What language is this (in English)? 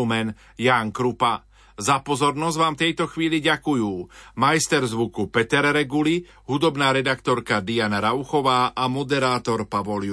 Slovak